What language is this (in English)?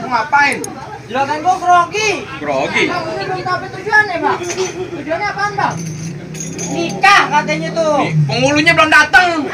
Betawi